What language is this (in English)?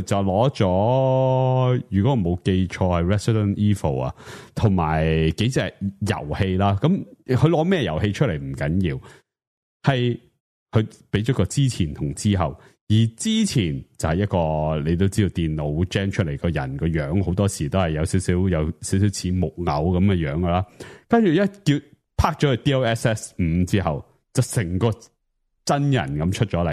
Cantonese